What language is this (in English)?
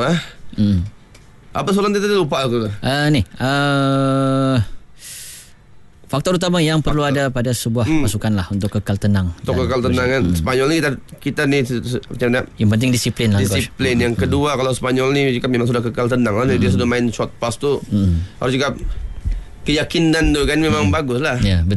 Malay